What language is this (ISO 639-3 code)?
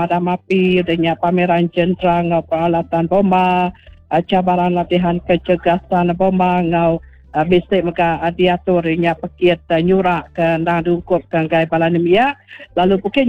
iba